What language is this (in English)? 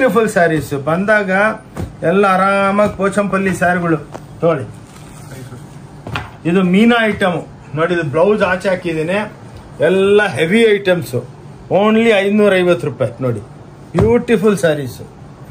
Kannada